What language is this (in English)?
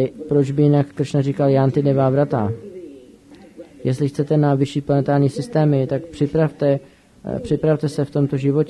Czech